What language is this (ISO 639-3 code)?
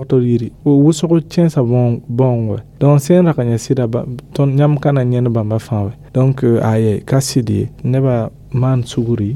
mos